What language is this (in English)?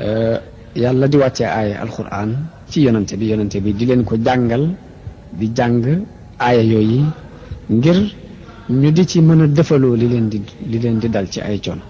Wolof